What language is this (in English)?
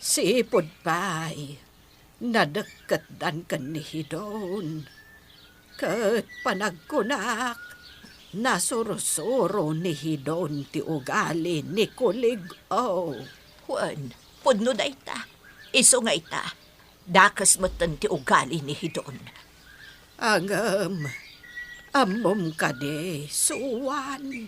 Iloko